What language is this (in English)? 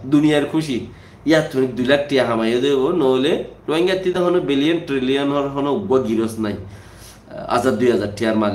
Rohingya